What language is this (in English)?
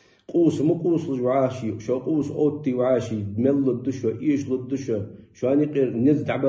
Ingush